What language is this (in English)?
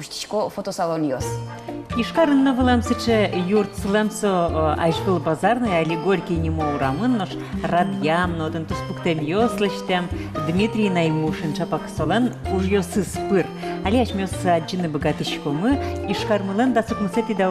Udmurt